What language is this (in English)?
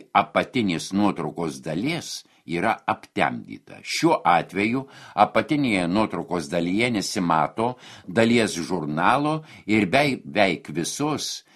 Lithuanian